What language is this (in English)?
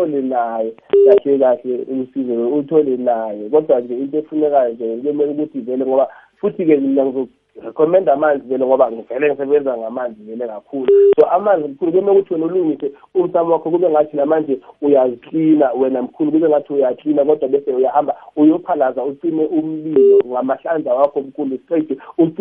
South Ndebele